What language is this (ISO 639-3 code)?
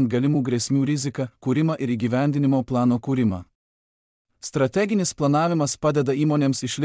lit